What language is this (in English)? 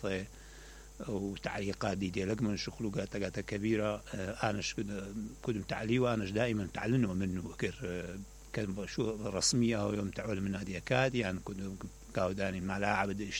Mesopotamian Arabic